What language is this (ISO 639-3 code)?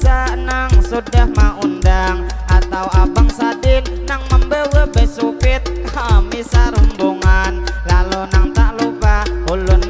bjn